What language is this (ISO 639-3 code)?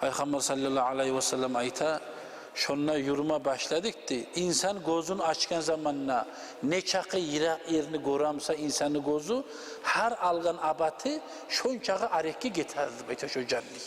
kum